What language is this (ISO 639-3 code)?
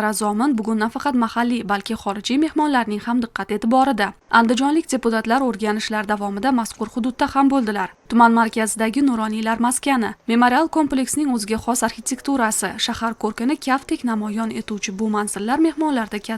uzb